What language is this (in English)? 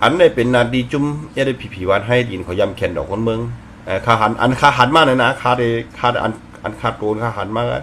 Shan